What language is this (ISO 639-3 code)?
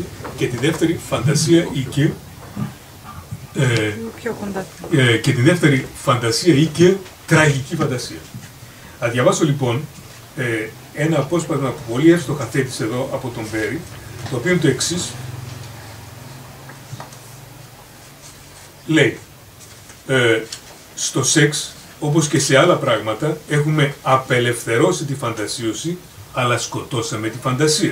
ell